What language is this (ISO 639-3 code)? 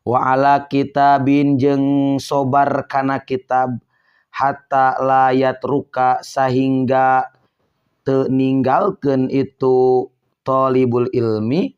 sun